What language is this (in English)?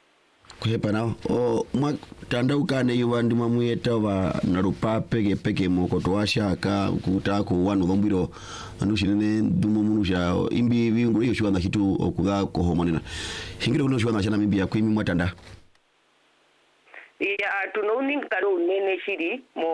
Swahili